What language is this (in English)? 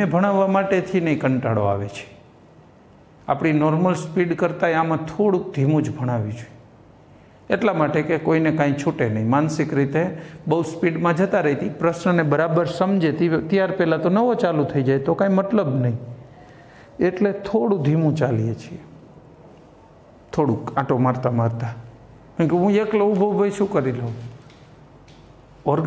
Gujarati